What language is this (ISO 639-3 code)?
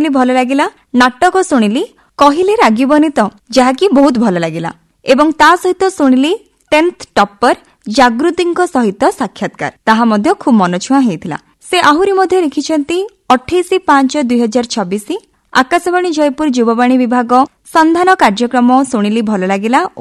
ori